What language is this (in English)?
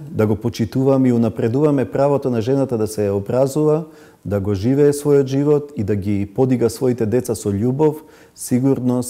Macedonian